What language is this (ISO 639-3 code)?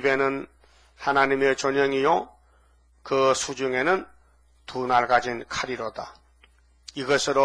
kor